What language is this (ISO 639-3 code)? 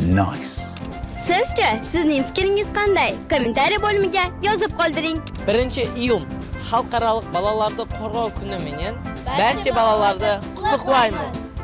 kaa